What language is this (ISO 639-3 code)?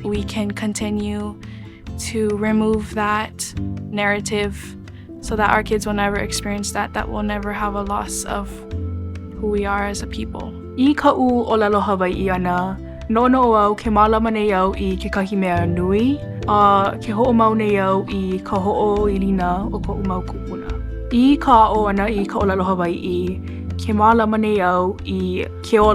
haw